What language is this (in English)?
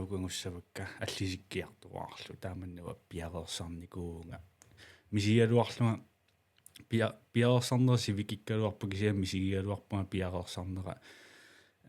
Kalaallisut